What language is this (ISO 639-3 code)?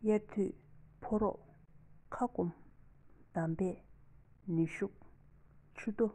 bod